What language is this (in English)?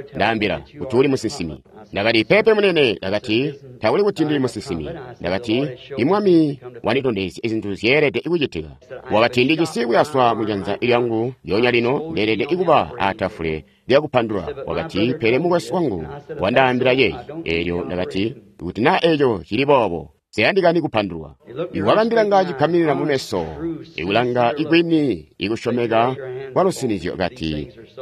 Tonga (Zambia)